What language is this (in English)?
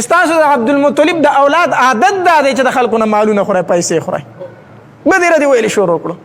Pashto